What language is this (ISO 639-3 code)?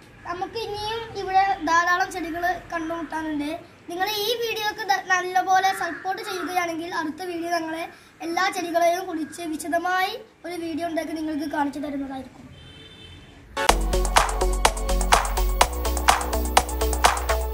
mal